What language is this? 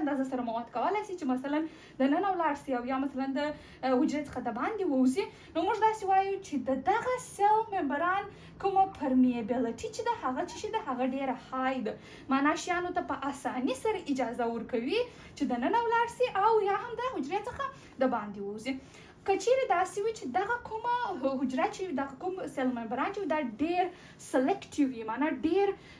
Pashto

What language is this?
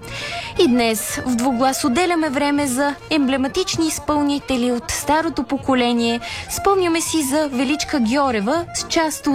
Bulgarian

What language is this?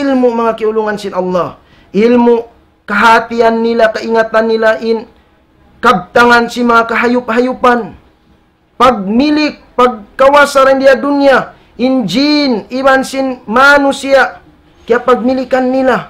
Tausug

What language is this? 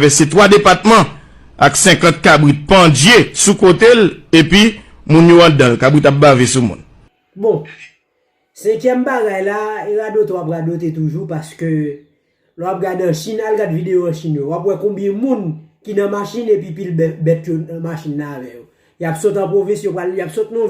Haitian Creole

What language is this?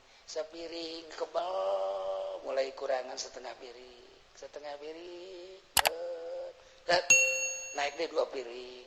Sundanese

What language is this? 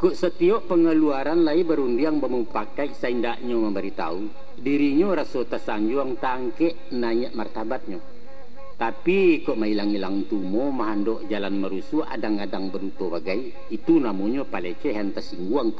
Minangkabau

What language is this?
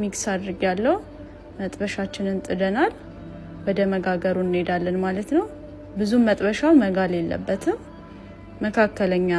Amharic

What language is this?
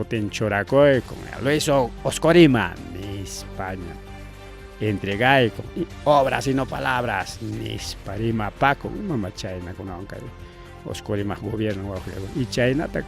Ayacucho Quechua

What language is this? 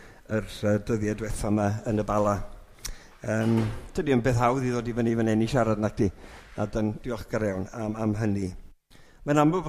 Welsh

